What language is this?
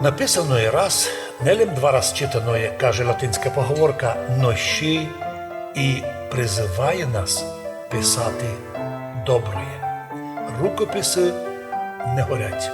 Rusyn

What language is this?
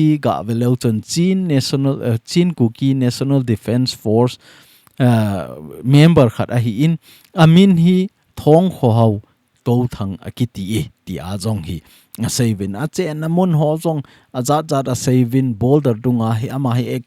Thado Chin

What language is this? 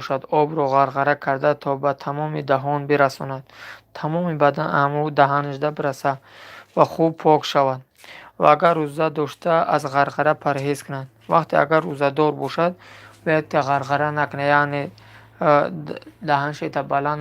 Tajik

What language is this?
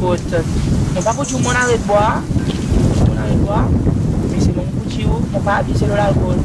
Seselwa Creole French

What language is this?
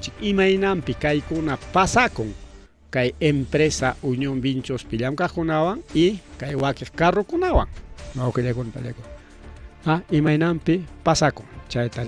Ayacucho Quechua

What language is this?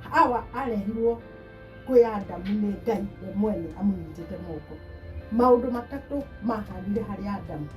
Kikuyu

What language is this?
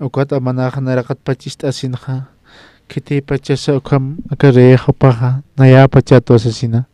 Aymara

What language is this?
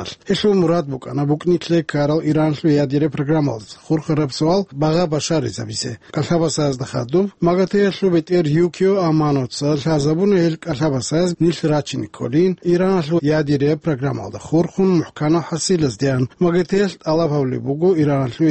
Avaric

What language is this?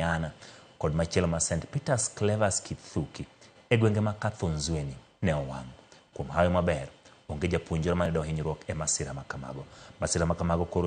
Luo (Kenya and Tanzania)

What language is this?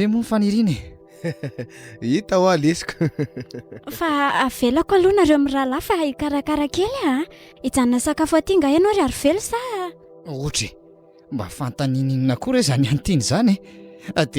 Malagasy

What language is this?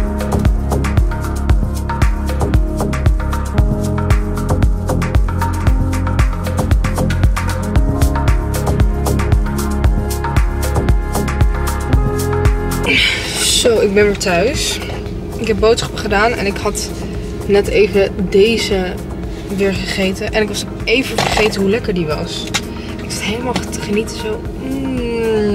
Dutch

